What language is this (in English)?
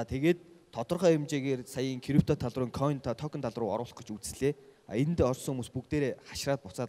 Mongolian